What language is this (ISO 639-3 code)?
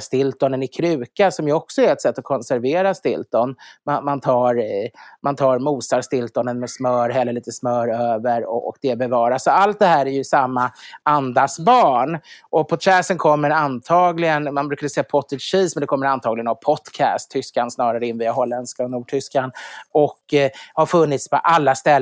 swe